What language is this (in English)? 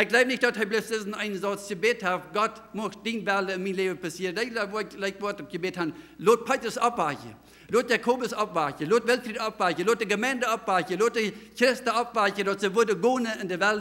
Plautdietsch